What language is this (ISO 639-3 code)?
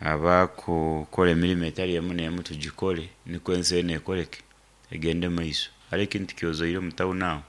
nyo